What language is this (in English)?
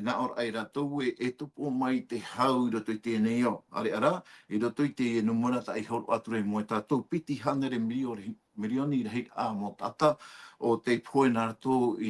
Tahitian